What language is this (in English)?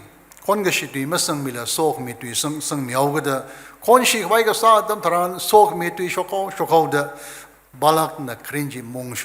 Tangkhul Naga (India)